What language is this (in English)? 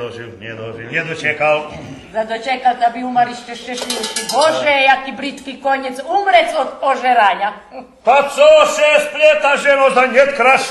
Rusyn